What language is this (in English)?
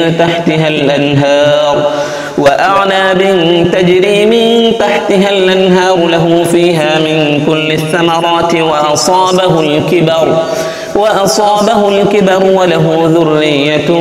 Arabic